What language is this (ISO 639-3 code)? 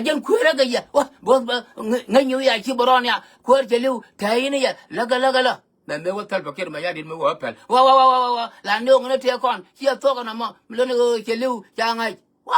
nus